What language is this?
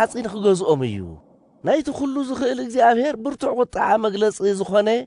Tigrinya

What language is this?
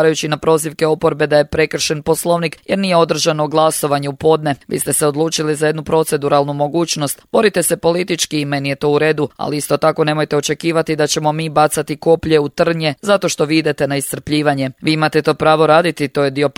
Croatian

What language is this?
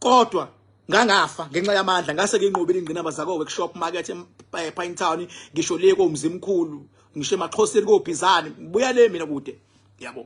Zulu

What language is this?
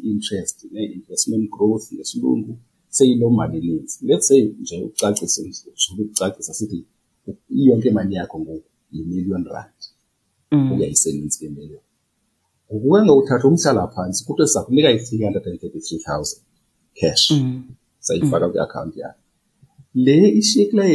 Xhosa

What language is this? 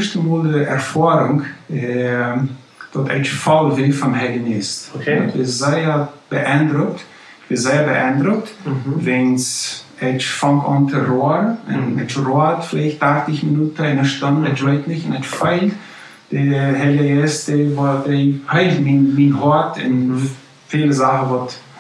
Plautdietsch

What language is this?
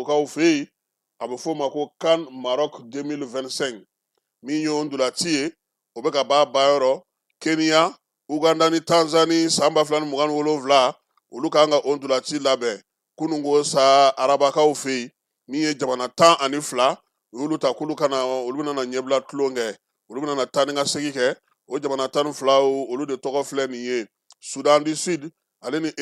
Bambara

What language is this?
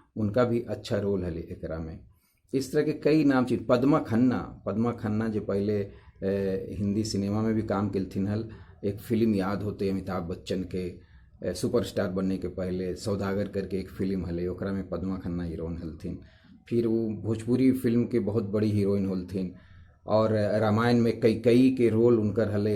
Magahi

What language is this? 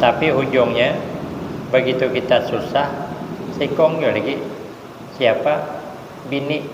Banjar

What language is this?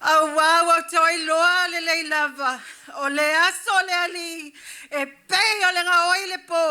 Samoan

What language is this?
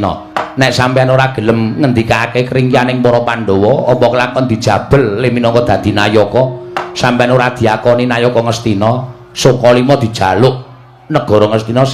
Javanese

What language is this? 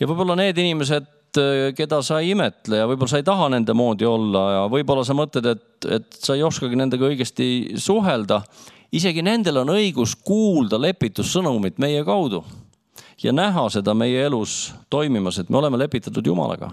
Estonian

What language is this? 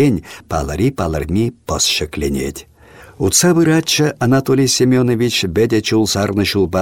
Chuvash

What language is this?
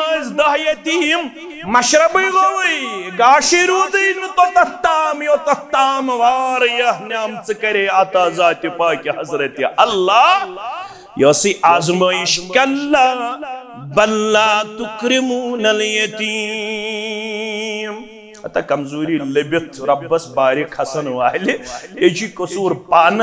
Kashmiri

